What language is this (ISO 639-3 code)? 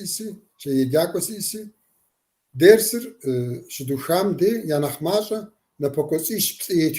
kbd